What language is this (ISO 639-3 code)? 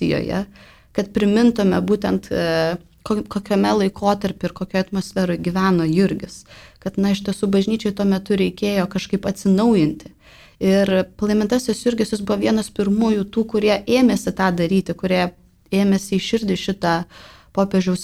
lit